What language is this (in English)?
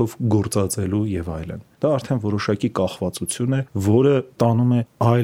Armenian